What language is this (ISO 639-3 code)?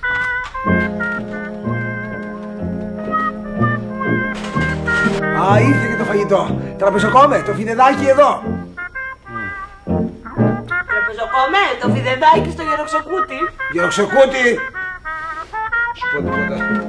ell